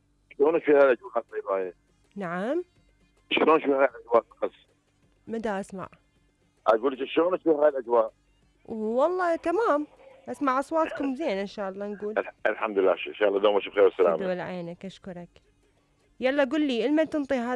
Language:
Mesopotamian Arabic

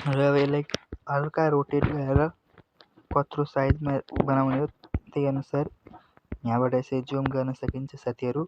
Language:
Nepali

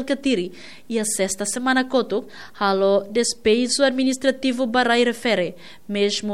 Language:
Tetum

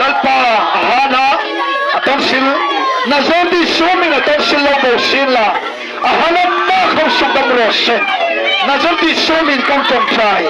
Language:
Hmar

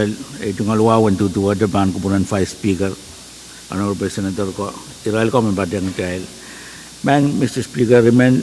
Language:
Pohnpeian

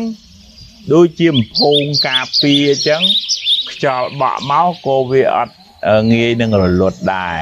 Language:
Khmer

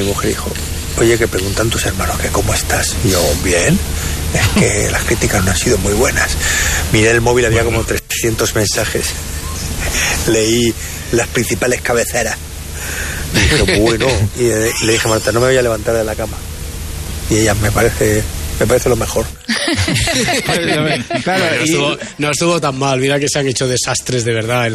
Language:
Spanish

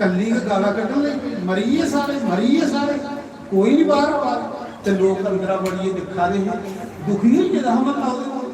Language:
Dogri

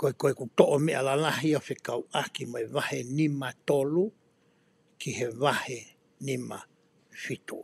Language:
Tongan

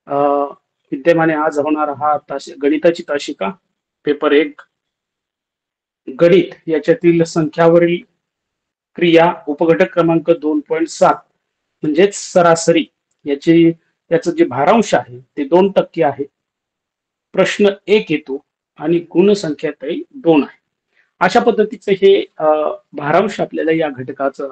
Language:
Marathi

